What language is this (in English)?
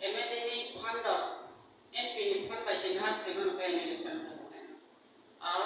Kok Borok